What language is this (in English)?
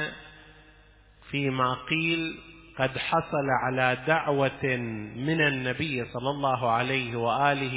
Arabic